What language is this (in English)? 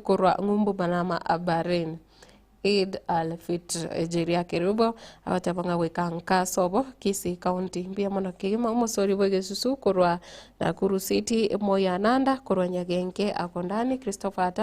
Gusii